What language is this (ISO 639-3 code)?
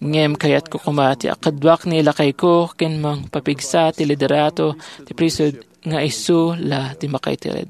ilo